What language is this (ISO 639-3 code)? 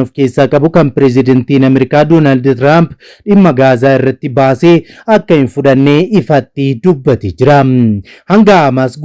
orm